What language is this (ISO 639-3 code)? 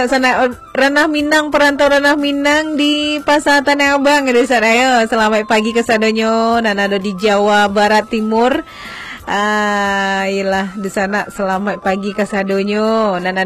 min